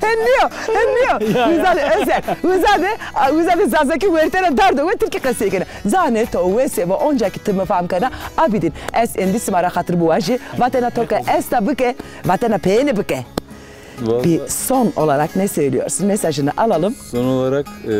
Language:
Zaza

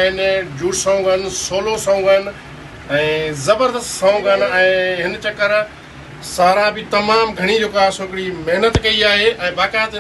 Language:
Sindhi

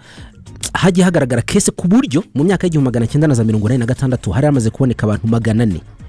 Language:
Kinyarwanda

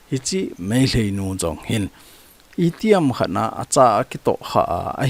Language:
Thado Chin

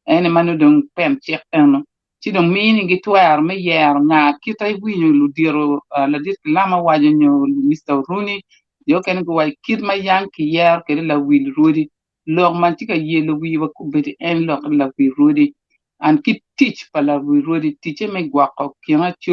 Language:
Acoli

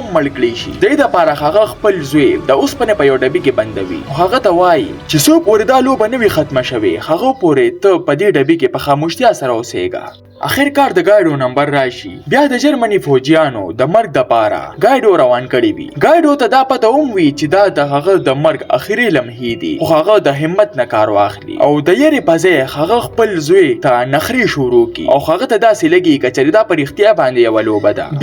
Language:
Pashto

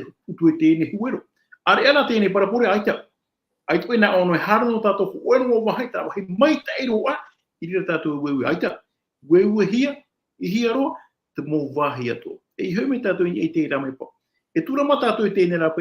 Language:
Tahitian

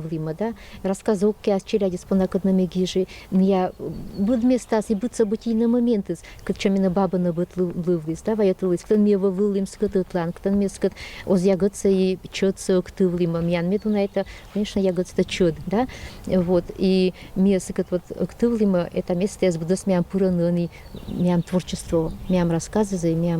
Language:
Komi-Permyak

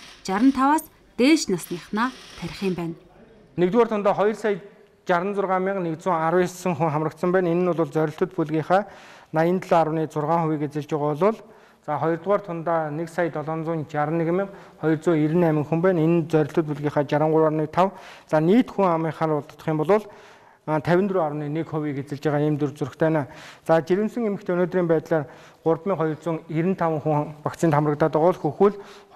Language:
Mongolian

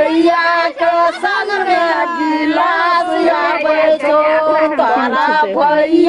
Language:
Maithili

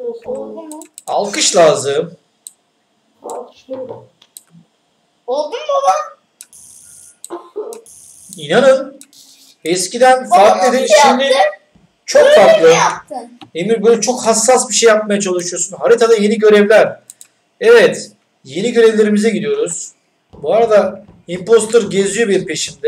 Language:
Turkish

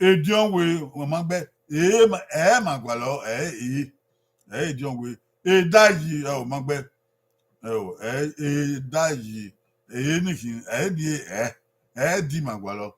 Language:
Bini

